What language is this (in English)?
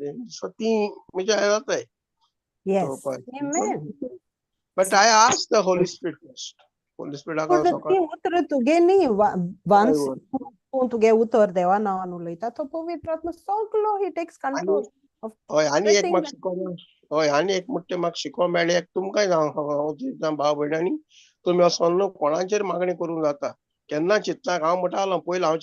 Konkani